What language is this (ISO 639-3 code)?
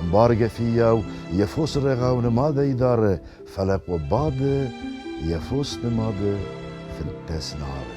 oss